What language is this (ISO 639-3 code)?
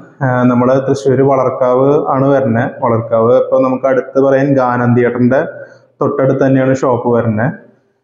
mal